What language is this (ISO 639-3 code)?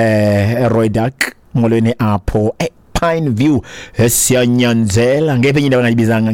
xho